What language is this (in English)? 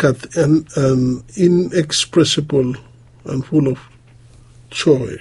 Bislama